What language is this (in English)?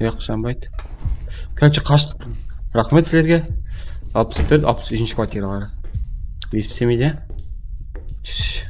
Kara-Kalpak